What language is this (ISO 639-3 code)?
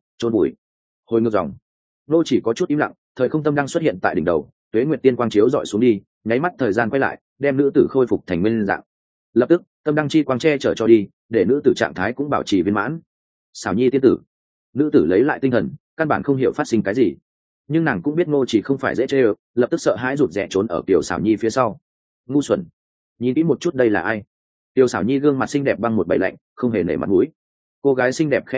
vie